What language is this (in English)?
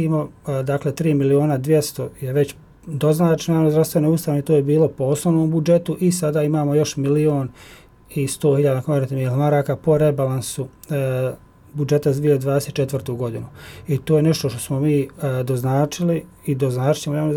Bosnian